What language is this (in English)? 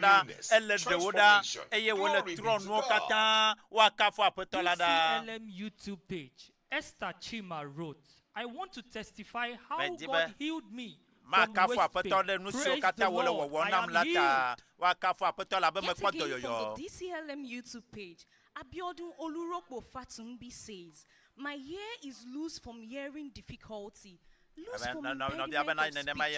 Ewe